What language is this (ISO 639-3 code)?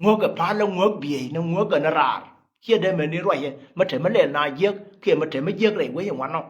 nus